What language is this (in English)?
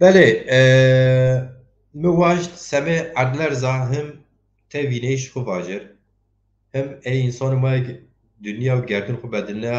Zaza